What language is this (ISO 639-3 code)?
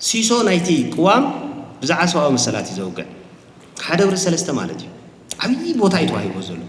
tir